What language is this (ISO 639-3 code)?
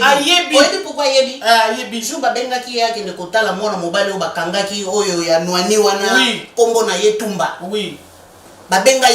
lin